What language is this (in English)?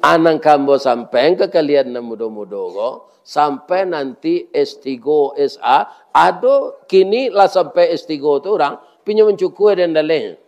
Minangkabau